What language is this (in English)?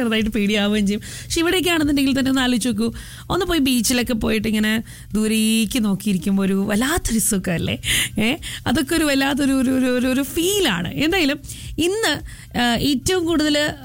Malayalam